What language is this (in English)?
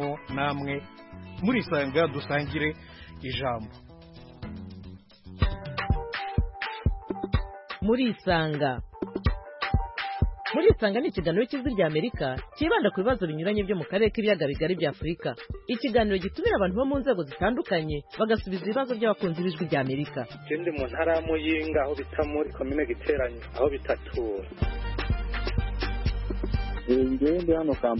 Kinyarwanda